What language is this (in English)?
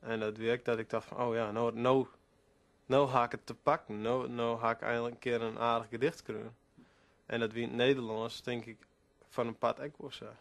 Western Frisian